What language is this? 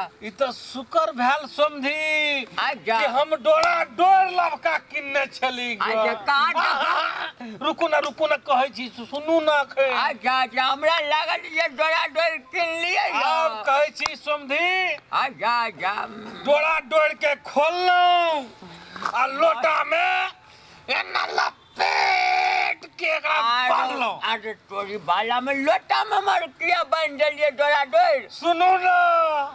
Maithili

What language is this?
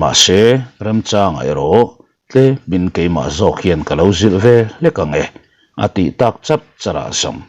Mizo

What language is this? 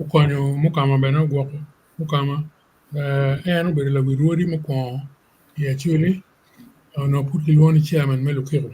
Acoli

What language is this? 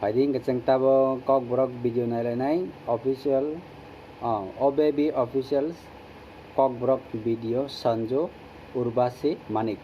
Kok Borok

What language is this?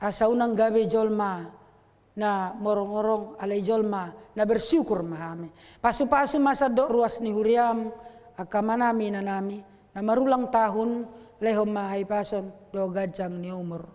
Batak Toba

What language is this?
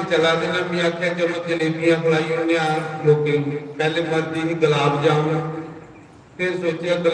Dogri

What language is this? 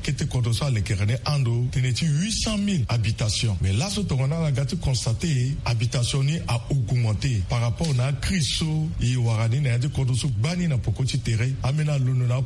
Sango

